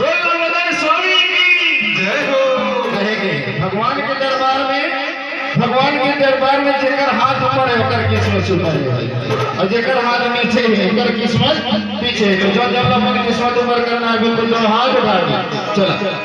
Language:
Chhattisgarhi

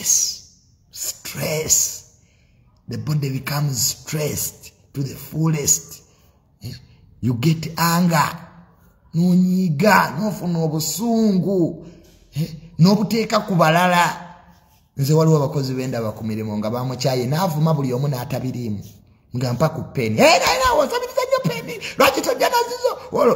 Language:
Ganda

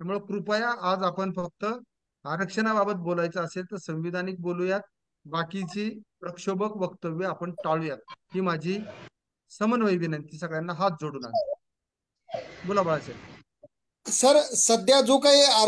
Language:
Marathi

